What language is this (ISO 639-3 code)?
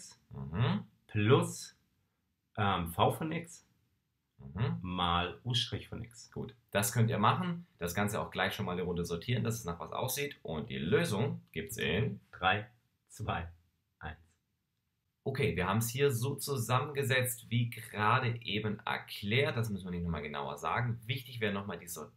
deu